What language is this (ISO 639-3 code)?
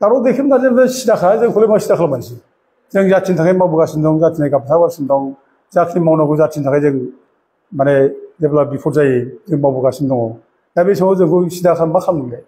brx